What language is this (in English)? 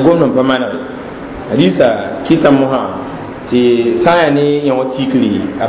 Mossi